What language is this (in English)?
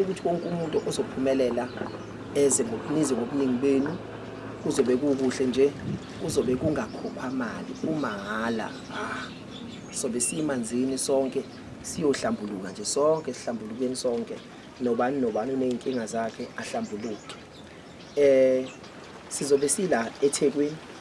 Zulu